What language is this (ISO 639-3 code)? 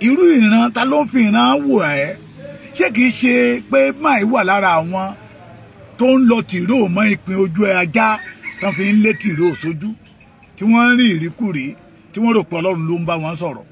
yor